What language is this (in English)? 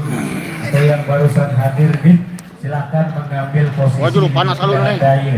Sasak